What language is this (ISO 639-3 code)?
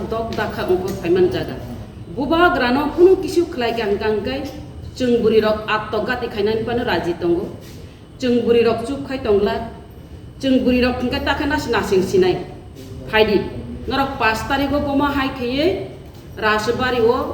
trp